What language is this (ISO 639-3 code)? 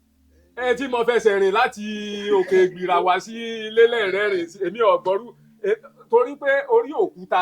yor